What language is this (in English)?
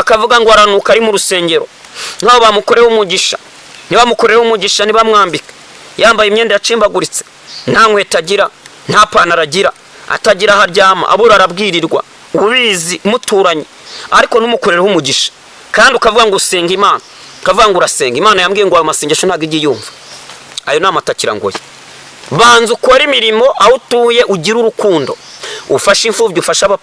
Kinyarwanda